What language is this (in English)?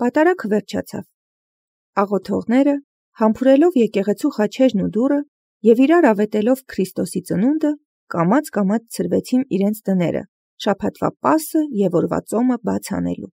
Armenian